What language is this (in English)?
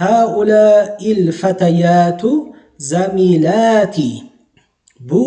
Uzbek